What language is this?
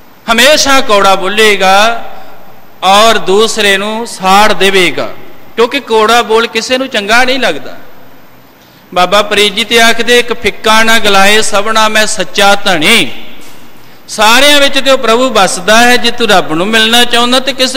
Punjabi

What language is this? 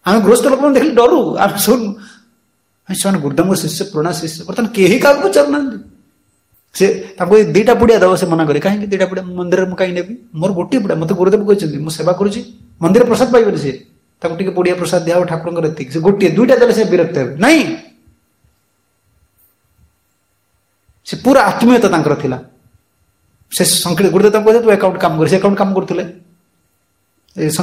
Odia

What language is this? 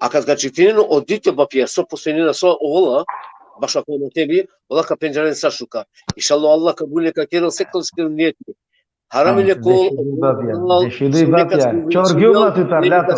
Balkan Romani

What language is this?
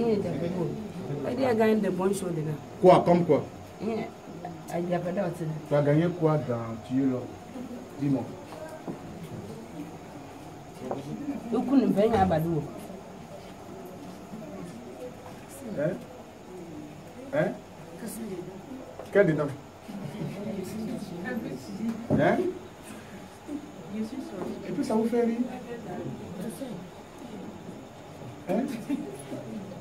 French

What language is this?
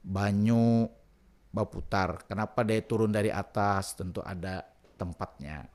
Banjar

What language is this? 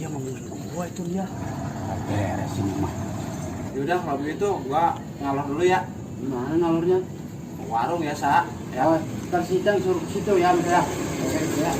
Betawi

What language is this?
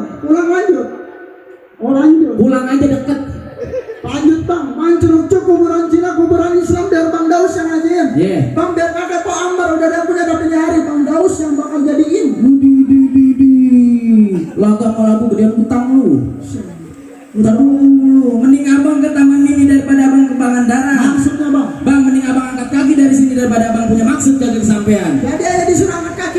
Betawi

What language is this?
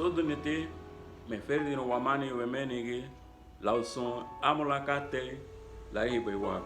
Garifuna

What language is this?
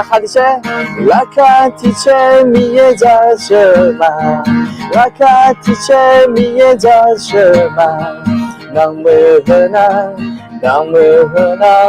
Akha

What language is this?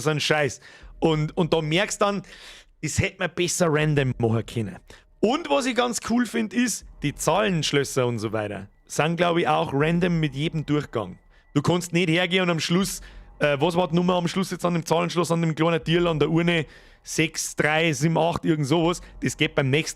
Bavarian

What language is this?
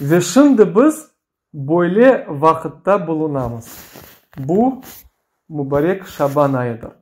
Crimean Tatar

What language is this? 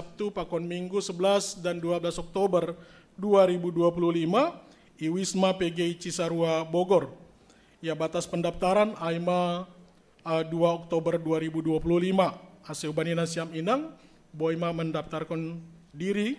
Batak Simalungun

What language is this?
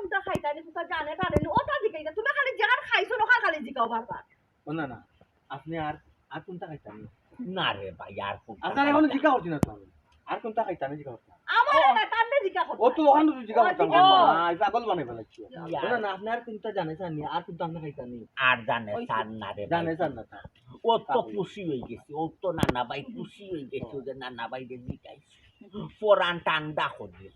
Sylheti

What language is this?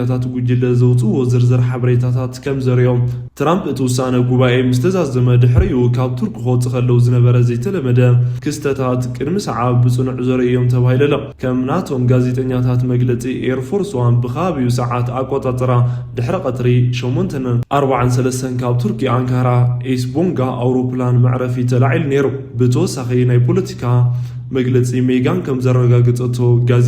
Tigrinya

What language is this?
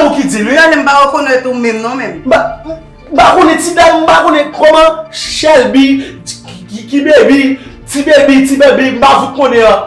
Haitian Creole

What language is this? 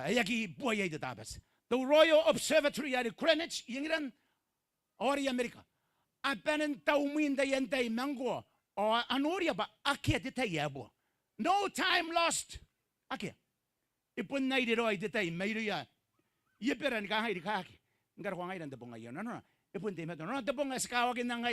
Gilbertese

